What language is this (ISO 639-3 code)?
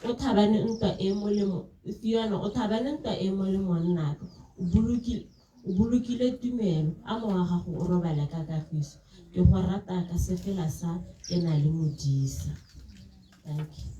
tsn